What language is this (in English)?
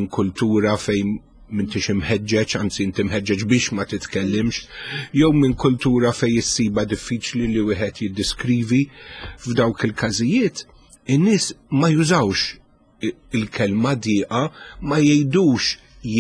Maltese